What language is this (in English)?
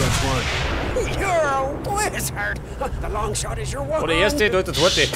Bavarian